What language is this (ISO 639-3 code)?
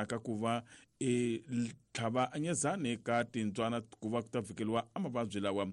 tso